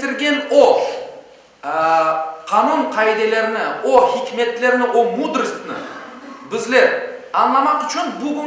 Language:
Crimean Tatar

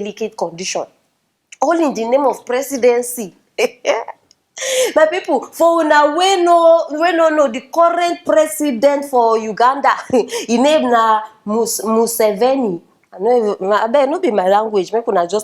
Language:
Nigerian Pidgin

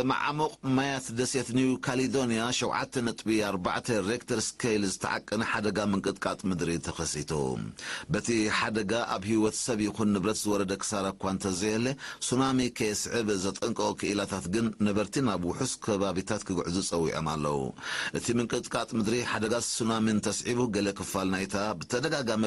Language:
Tigrinya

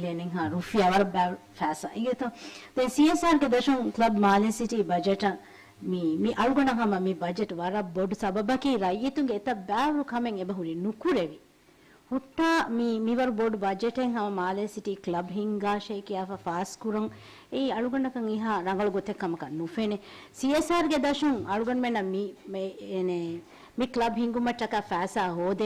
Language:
Divehi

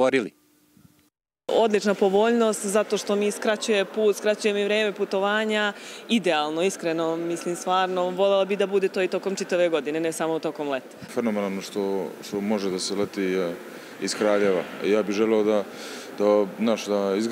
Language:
Serbian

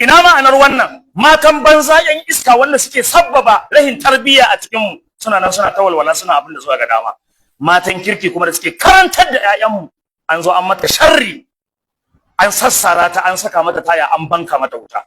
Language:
Hausa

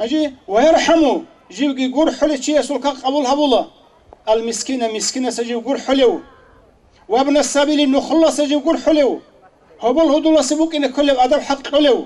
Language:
Avaric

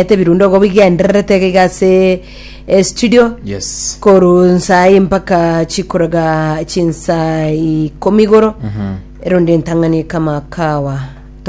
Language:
Gusii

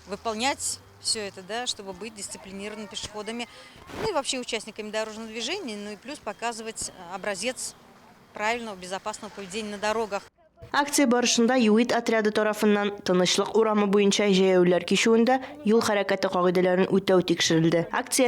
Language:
Tatar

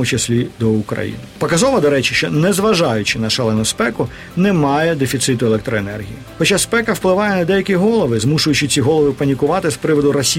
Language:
Ukrainian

